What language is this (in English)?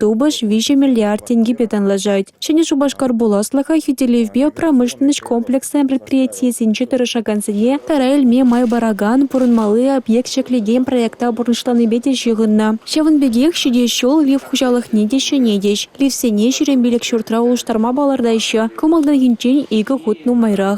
Chuvash